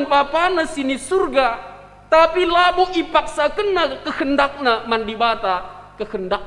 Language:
Batak Karo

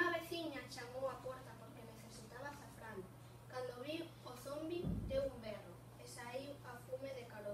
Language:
Galician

